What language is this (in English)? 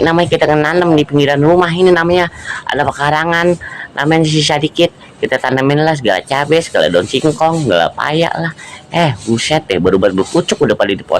Betawi